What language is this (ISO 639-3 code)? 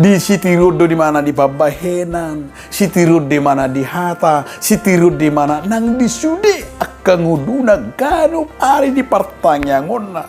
bbc